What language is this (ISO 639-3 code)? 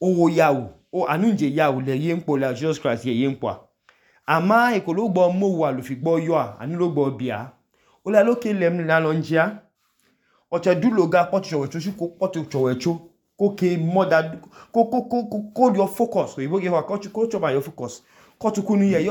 idu